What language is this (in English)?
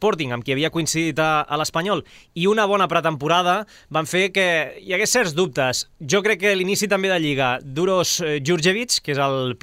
Catalan